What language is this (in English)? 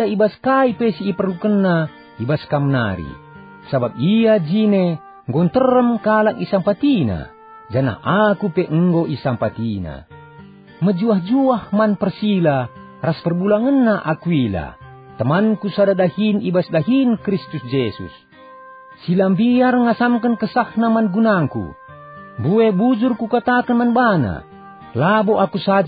Batak Karo